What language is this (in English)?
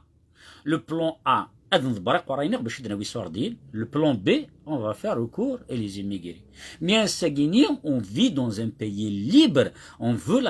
Kabyle